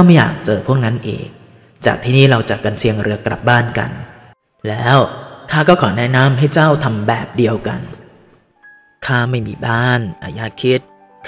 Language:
Thai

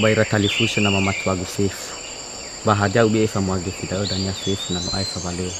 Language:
Nias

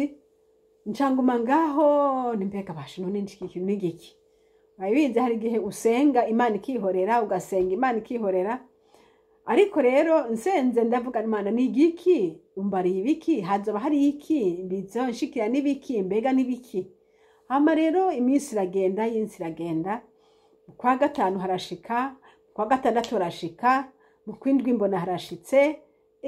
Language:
Rundi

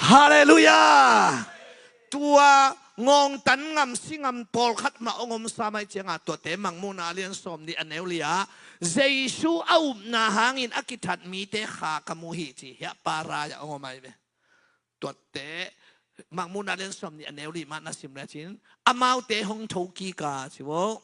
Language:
Tedim Chin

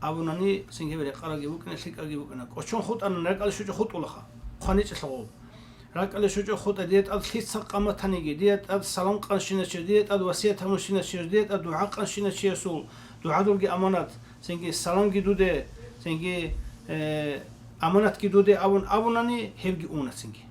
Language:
Avaric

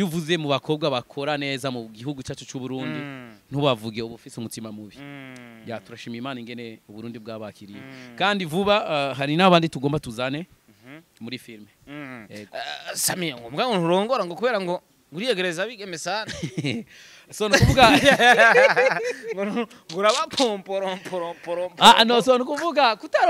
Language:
Rundi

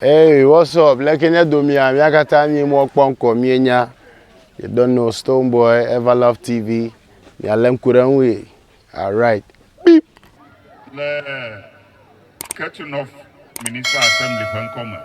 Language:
Ewe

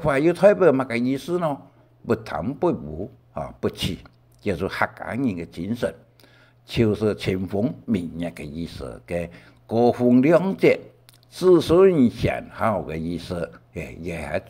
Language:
Hakka Chinese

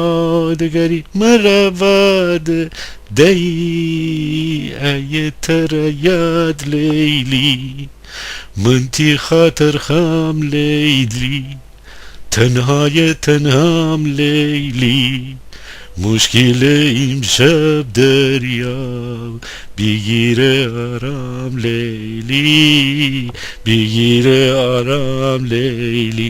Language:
Gilaki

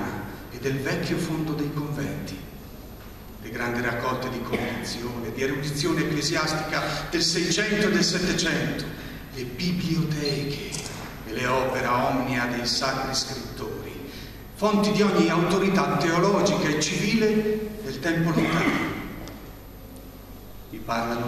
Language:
Italian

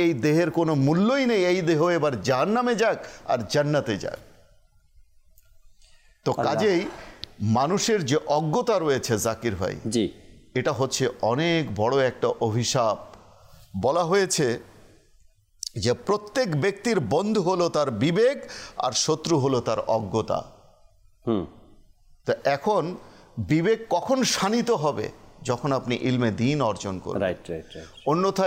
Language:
Bangla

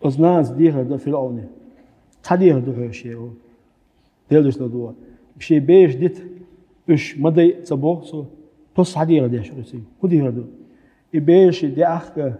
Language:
Chechen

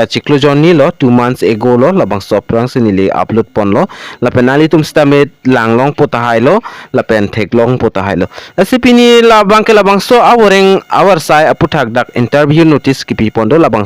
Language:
Karbi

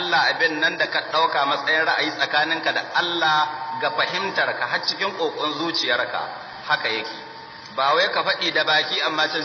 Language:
Hausa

